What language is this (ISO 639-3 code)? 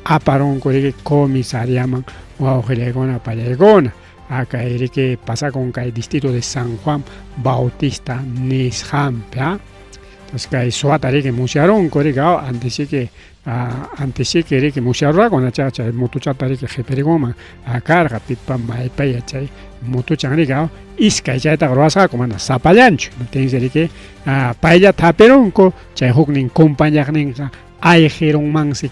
quy